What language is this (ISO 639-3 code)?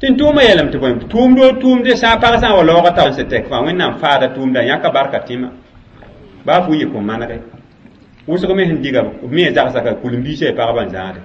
mos